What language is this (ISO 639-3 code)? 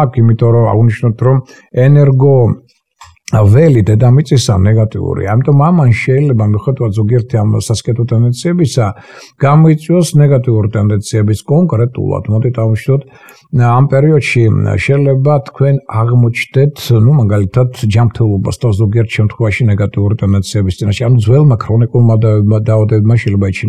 kat